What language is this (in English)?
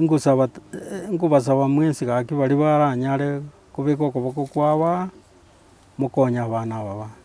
Gusii